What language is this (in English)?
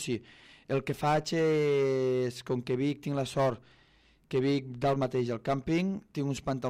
Catalan